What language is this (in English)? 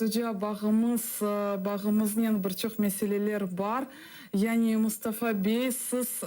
Crimean Tatar